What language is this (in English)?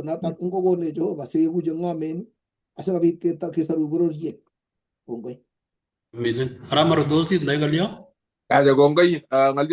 Kalenjin